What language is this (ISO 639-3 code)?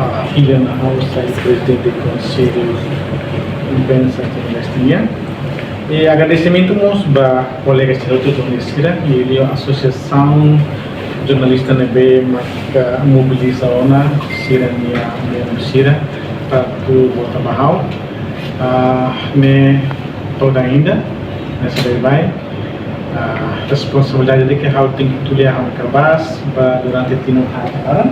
tet